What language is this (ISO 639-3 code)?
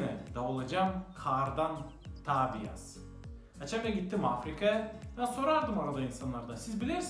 gag